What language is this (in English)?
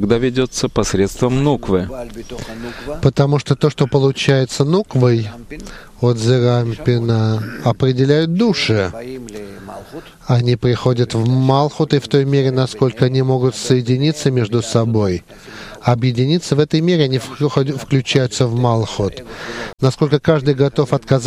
Russian